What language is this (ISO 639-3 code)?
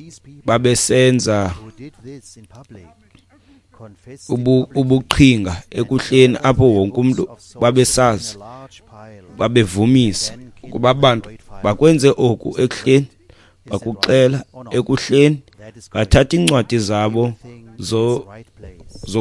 xho